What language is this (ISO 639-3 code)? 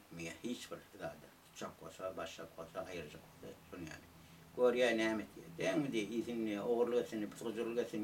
tuk